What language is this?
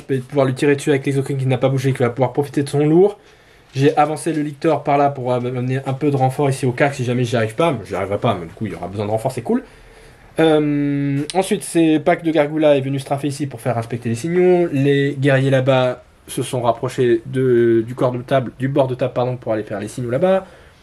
French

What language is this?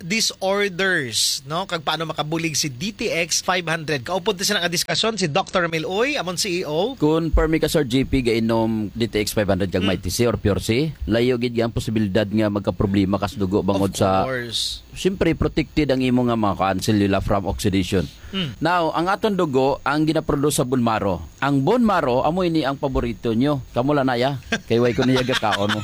Hiligaynon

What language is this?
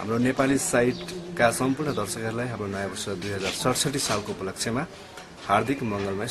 Nepali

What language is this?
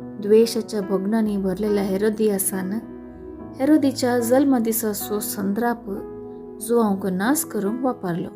Konkani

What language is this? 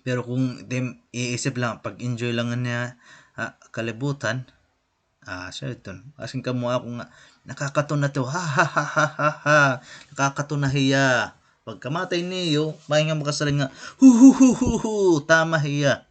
Waray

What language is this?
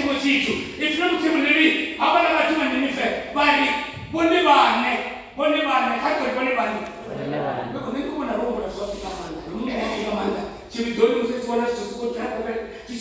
Venda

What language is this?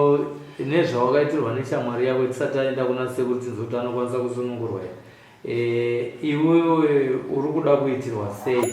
Shona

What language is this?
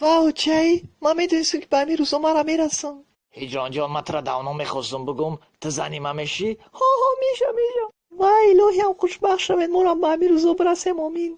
Tajik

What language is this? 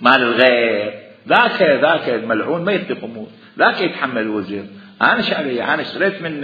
Mesopotamian Arabic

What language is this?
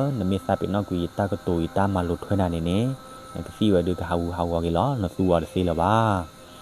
S'gaw Karen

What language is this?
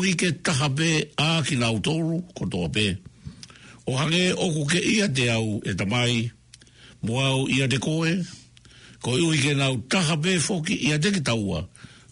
Tongan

